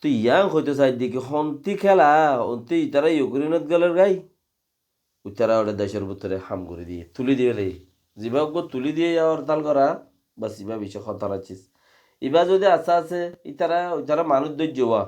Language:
Rohingya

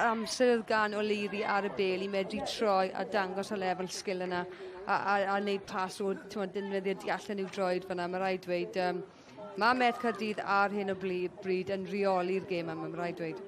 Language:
Welsh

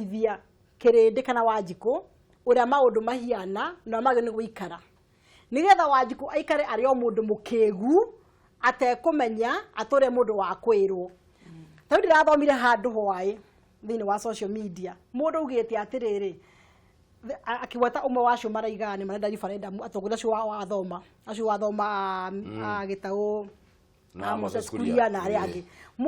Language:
Kikuyu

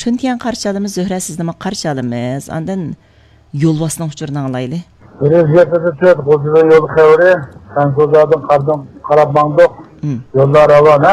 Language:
Uyghur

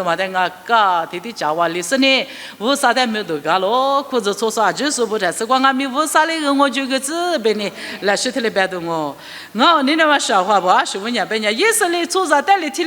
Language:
Lisu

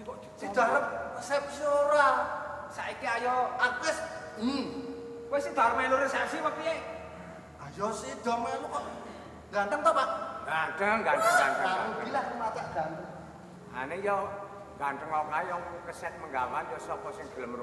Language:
Javanese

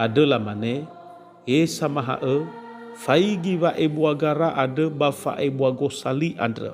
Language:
Nias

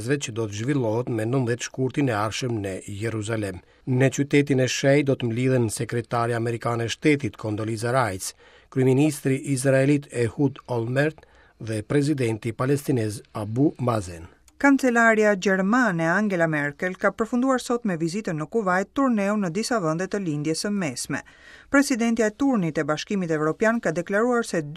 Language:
Albanian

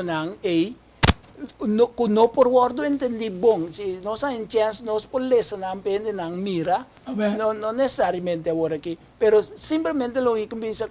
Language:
Papiamento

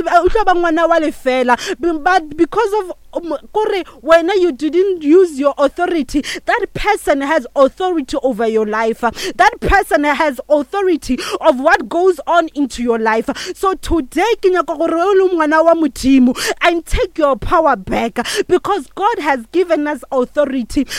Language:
Northern Sotho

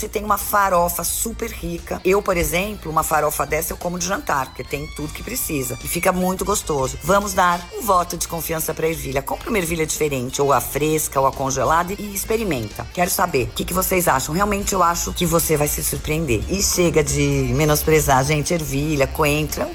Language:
Portuguese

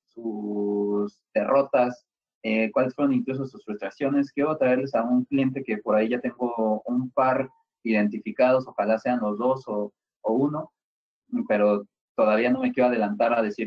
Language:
Spanish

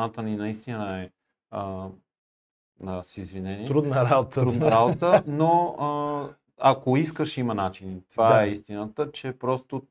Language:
Bulgarian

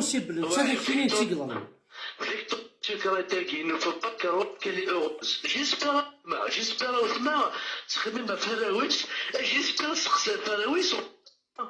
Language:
Kabyle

